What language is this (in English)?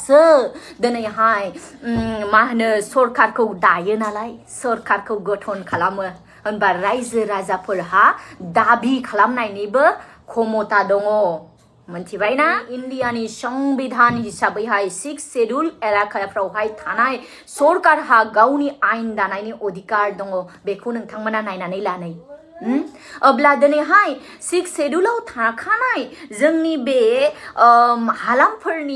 Bodo